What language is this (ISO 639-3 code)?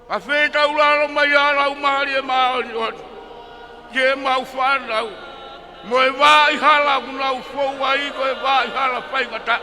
ton